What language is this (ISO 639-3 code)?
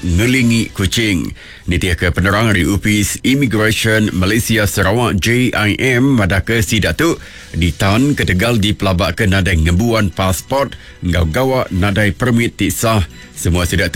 iba